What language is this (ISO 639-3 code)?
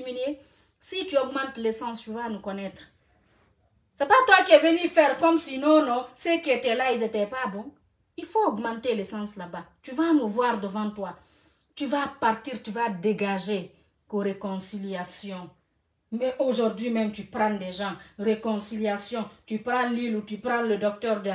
fra